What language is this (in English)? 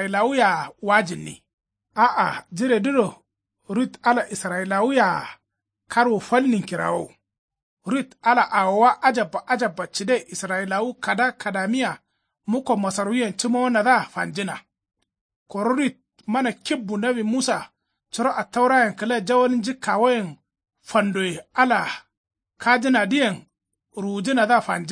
Kanuri